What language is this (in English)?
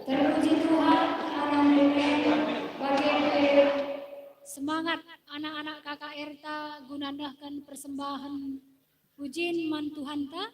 Batak Karo